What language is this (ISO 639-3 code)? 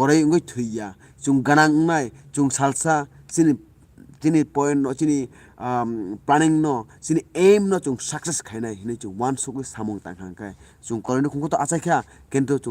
trp